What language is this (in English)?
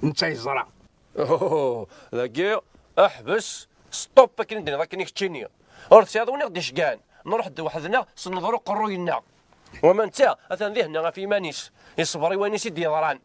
Kabyle